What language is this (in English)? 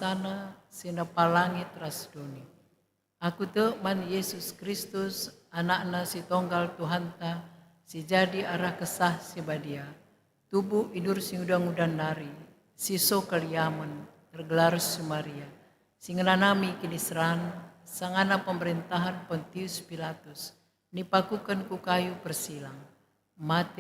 Batak Karo